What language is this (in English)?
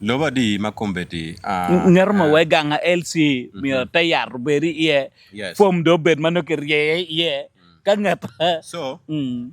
Acoli